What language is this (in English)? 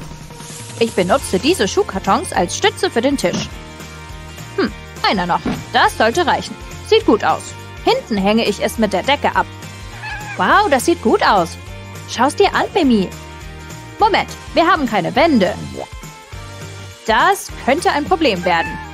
German